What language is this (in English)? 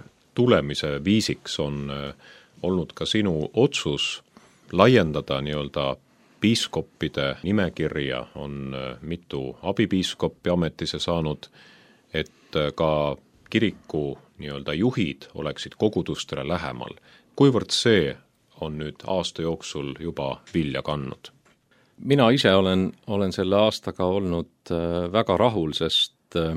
Estonian